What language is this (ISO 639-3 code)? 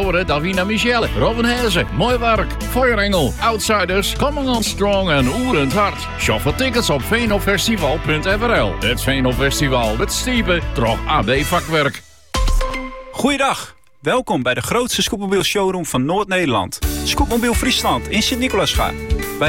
nld